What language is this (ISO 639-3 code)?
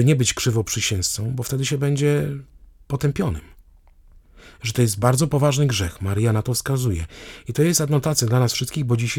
pol